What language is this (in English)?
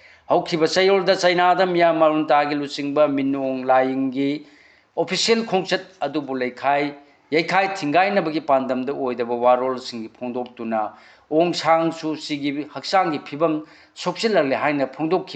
Manipuri